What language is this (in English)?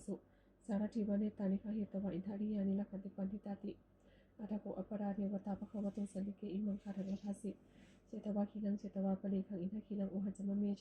Pali